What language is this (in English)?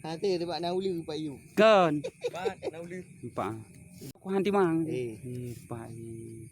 Achinese